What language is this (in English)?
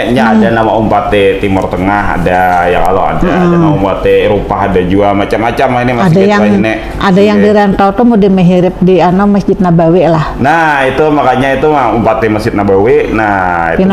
Banjar